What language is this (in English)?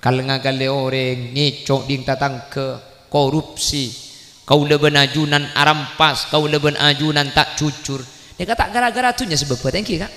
Madurese